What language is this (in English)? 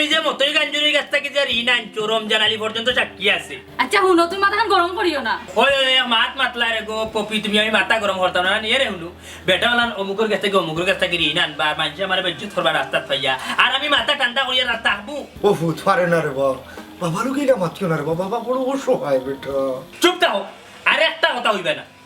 Sylheti